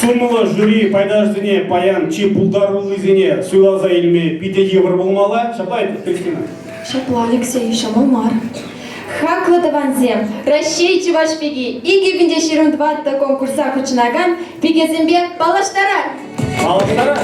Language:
Chuvash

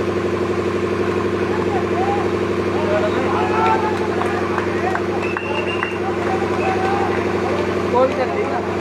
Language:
Hindi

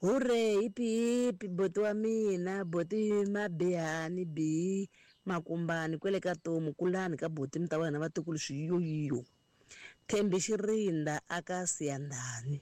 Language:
Tsonga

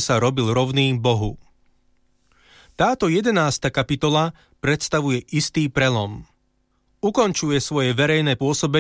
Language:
Slovak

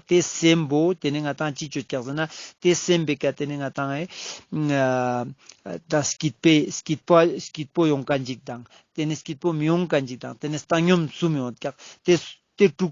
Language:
Ladakhi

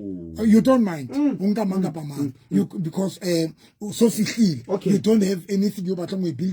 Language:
Southern Sotho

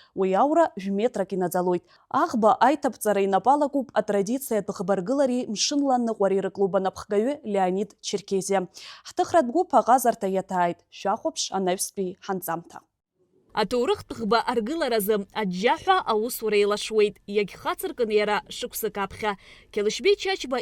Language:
Abkhazian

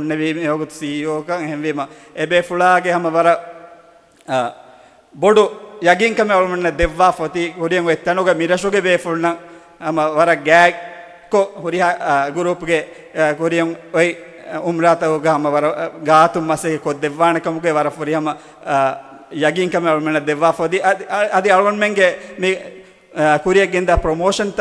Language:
Divehi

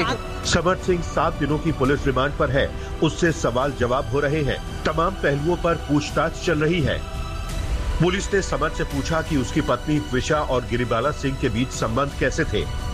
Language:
Hindi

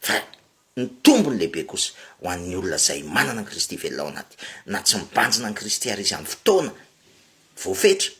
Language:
Malagasy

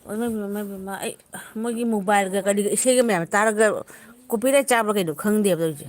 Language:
Manipuri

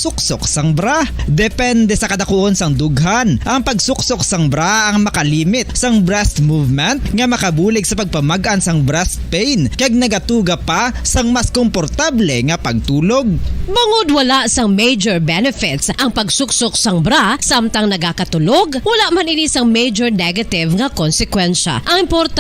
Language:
Hiligaynon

